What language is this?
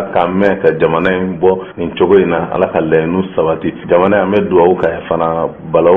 Bambara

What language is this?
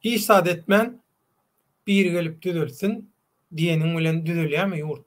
Turkmen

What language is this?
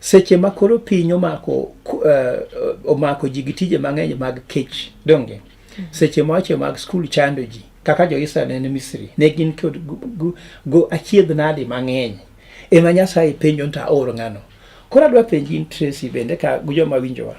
Luo (Kenya and Tanzania)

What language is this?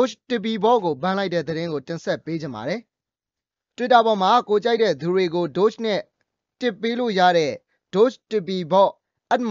Burmese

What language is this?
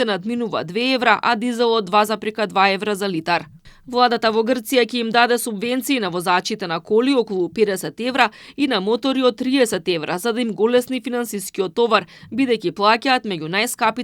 Macedonian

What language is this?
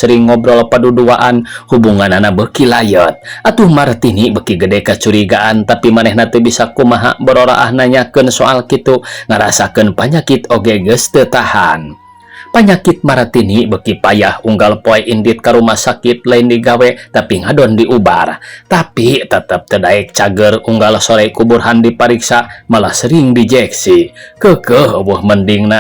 Sundanese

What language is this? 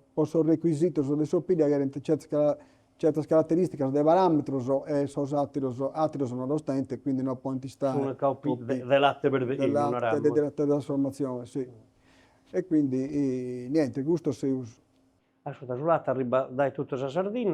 Sardinian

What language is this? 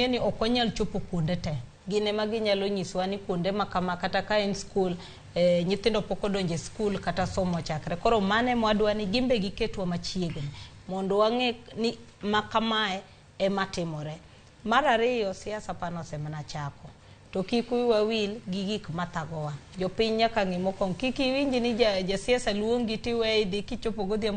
Luo (Kenya and Tanzania)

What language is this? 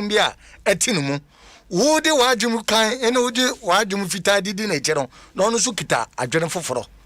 Akan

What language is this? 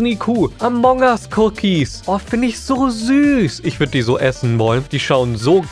German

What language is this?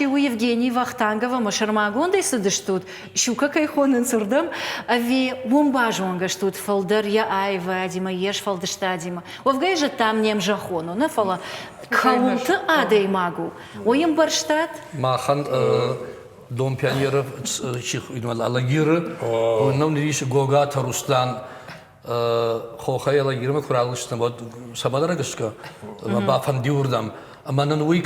Ossetic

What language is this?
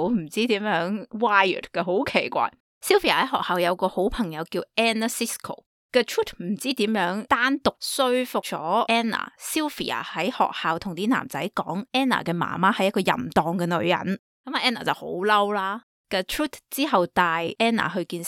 Cantonese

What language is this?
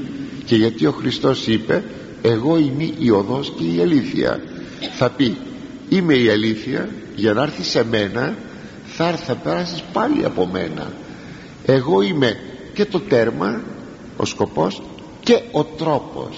Greek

